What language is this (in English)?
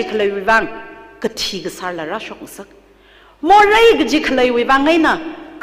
Tangkhul Naga (India)